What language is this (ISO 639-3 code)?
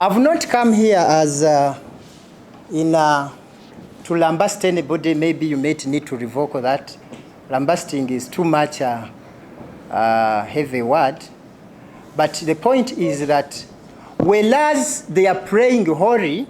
lug